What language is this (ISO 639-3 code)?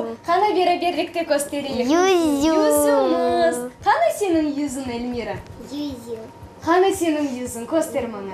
crh